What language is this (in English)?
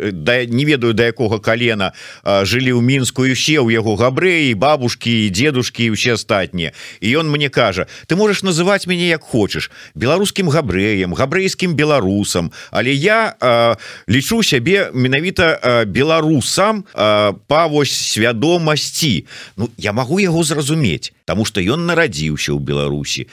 Belarusian